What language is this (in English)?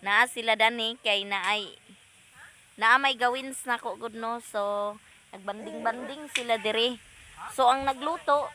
Cebuano